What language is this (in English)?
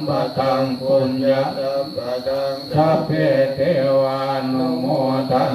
Pali